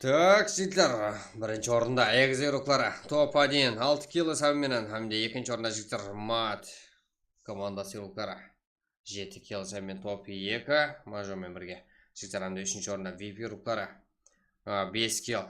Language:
Kara-Kalpak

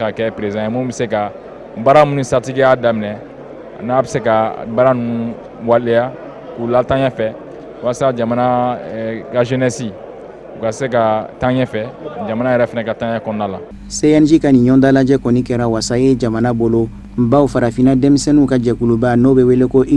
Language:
Bambara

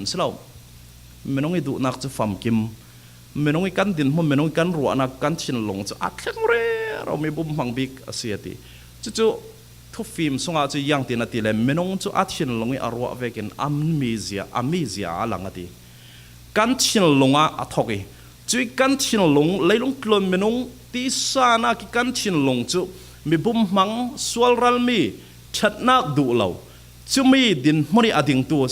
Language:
Falam Chin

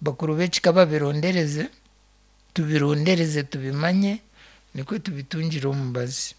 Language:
Nyankole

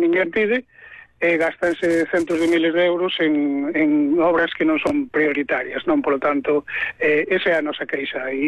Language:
Galician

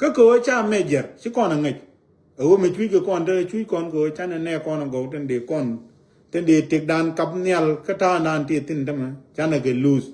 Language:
Nuer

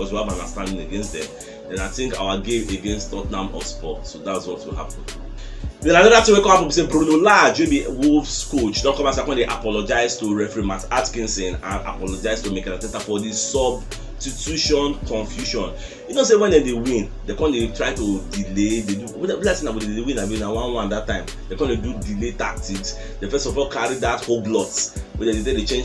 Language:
Nigerian Pidgin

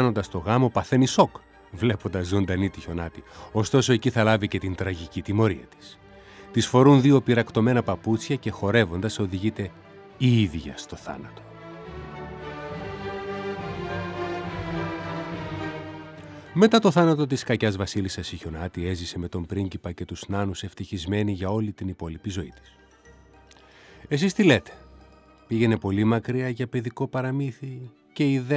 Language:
Greek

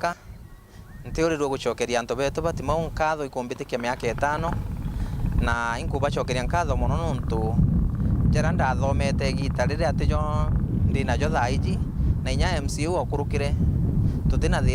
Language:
Meru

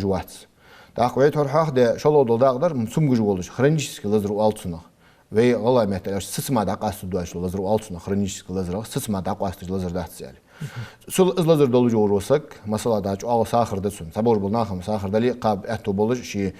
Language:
Ingush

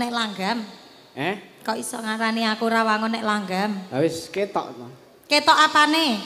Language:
Javanese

